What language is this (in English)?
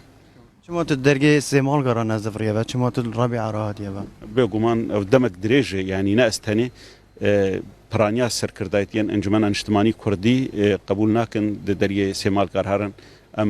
Kurdish